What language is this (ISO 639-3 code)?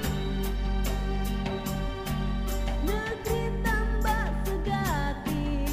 ind